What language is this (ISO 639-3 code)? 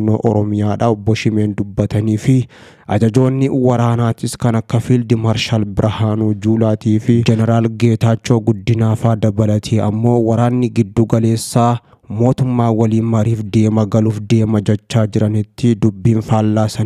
orm